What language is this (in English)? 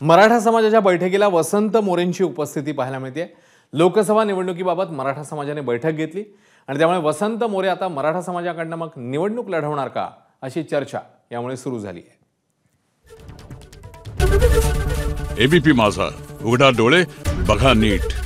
Marathi